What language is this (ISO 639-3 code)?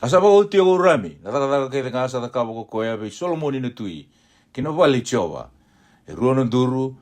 fij